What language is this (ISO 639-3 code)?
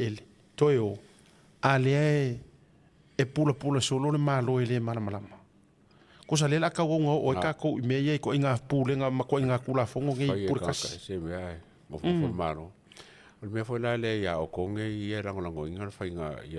smo